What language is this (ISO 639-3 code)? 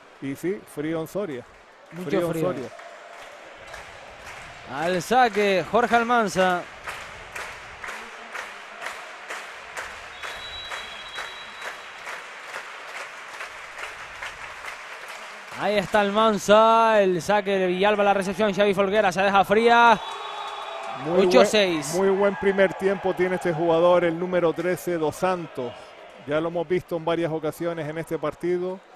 spa